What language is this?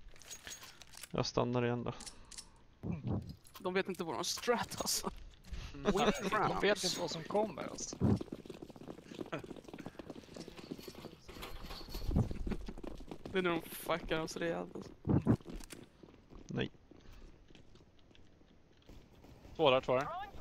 Swedish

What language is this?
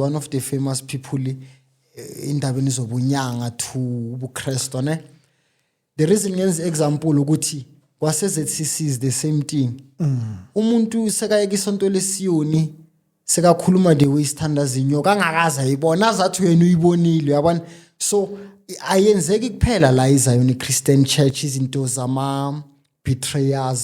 Zulu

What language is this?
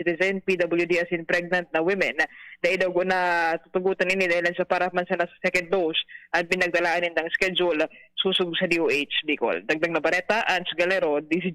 Bikol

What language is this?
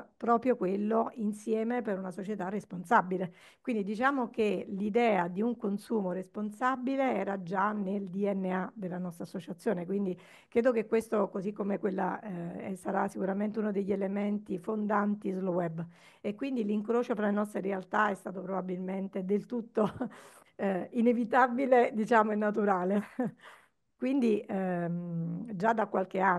Italian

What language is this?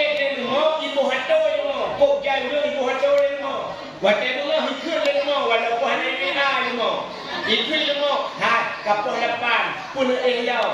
Achinese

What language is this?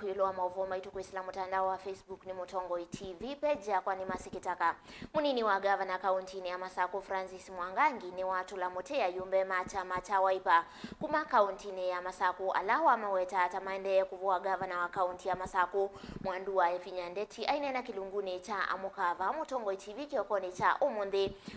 Kamba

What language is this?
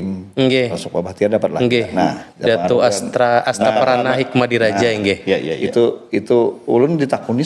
Banjar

